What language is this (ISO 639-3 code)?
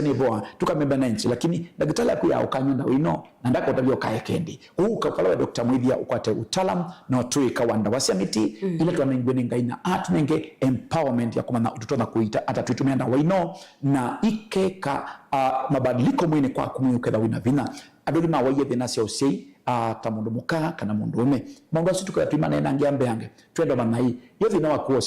kam